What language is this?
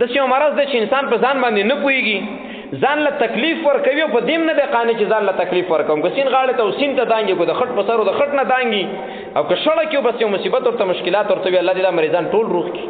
Pashto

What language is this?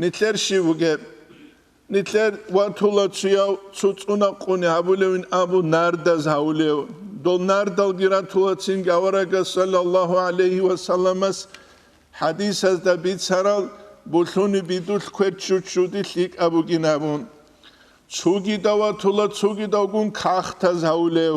Avaric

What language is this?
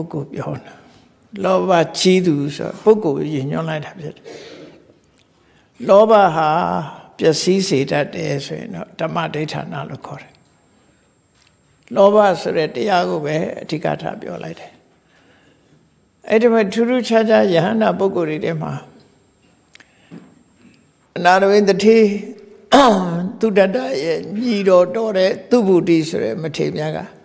Burmese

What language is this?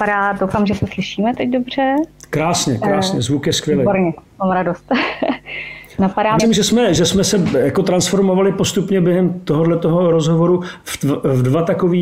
Czech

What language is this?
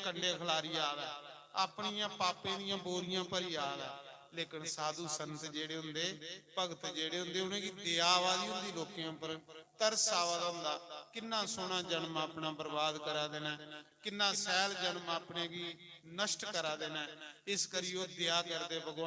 Dogri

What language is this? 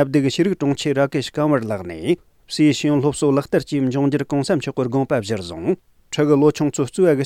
Tibetan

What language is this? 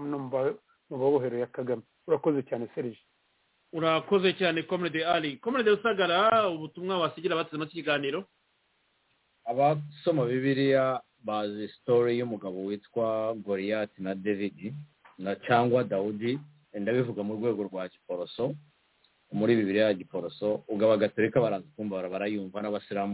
Kinyarwanda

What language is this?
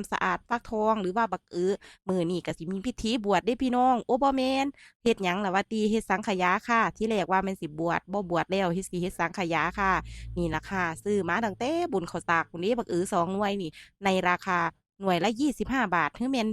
Northeastern Thai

